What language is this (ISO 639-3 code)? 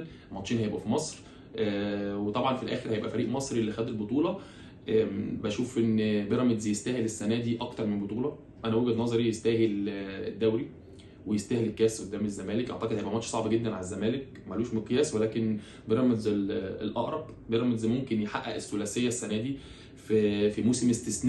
arz